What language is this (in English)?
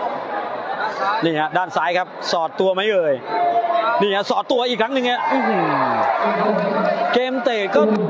Thai